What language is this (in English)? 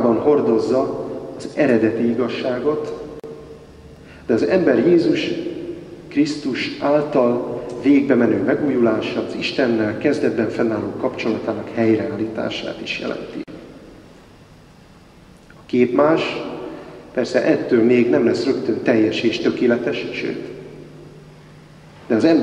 Hungarian